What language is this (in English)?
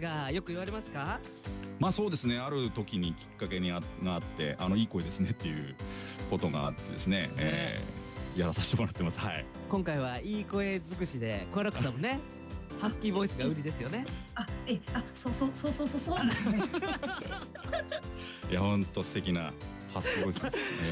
Japanese